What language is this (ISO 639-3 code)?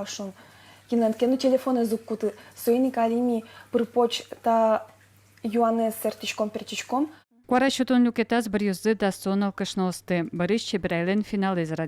udm